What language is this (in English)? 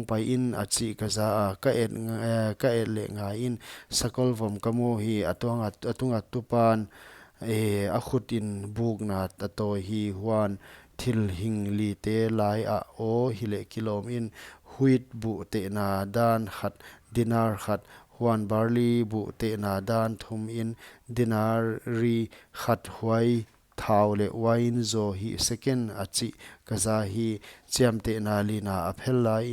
Paite Chin